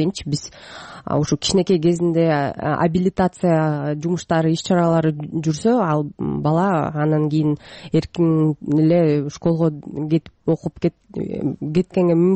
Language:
Kyrgyz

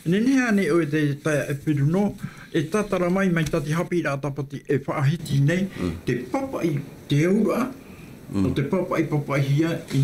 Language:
Tahitian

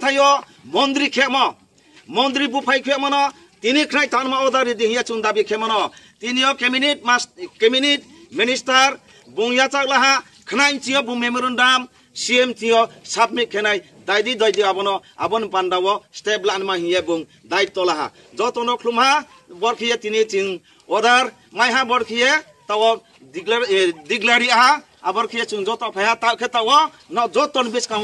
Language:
Riang (India)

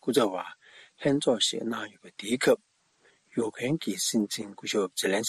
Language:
Tibetan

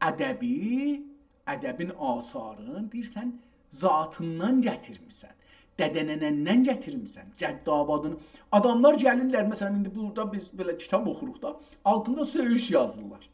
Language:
South Azerbaijani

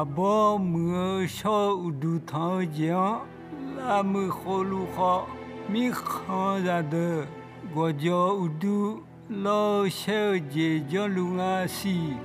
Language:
Akha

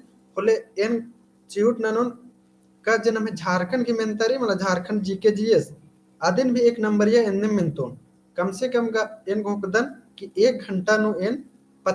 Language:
Kurukh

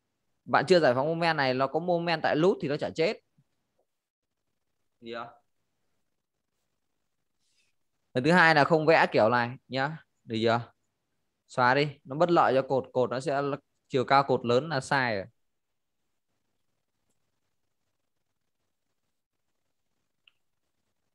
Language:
Vietnamese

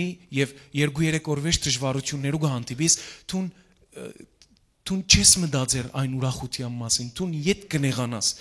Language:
Western Armenian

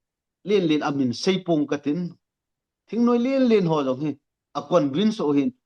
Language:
Thado Chin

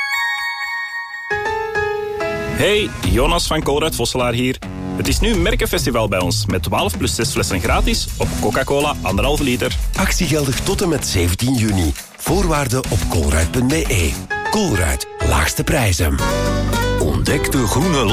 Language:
Dutch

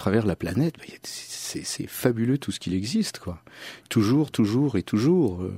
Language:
French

